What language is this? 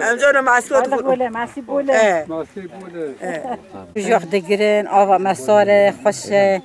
Kurdish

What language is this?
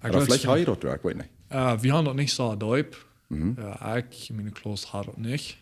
Plautdietsch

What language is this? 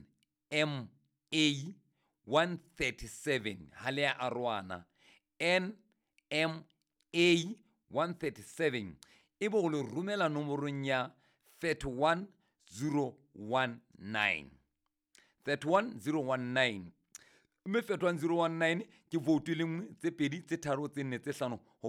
Southern Sotho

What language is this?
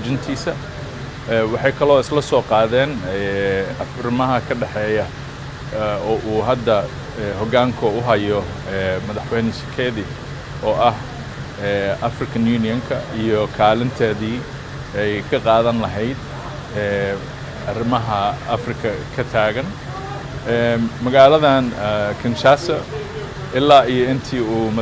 Somali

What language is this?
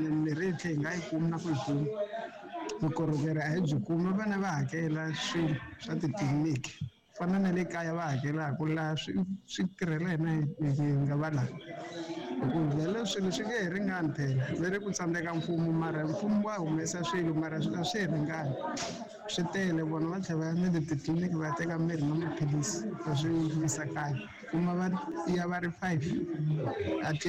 Tsonga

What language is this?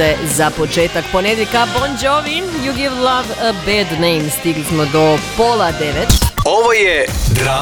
Croatian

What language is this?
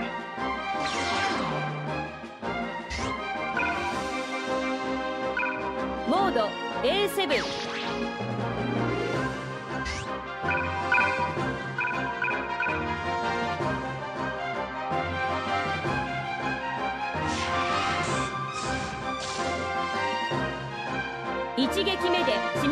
Japanese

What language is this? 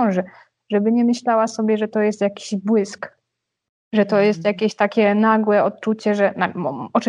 Polish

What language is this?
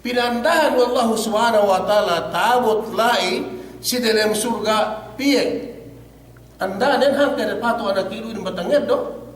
Yakan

